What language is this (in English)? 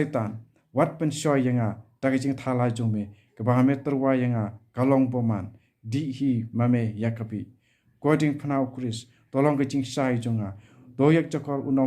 Khasi